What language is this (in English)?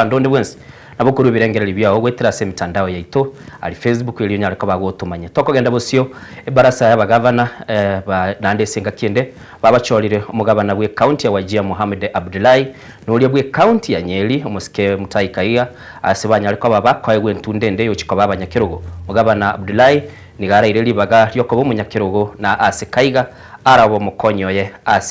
Gusii